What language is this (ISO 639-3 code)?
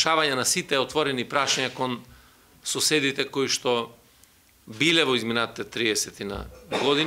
mkd